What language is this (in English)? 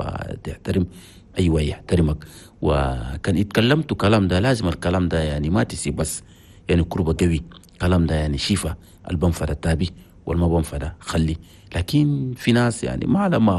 Chadian Arabic